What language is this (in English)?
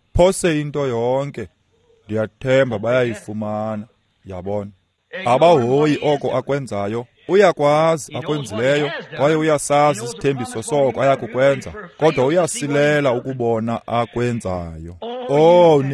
Xhosa